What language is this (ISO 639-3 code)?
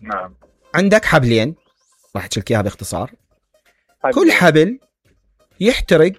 acm